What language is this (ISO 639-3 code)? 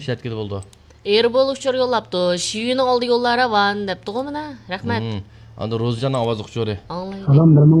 uig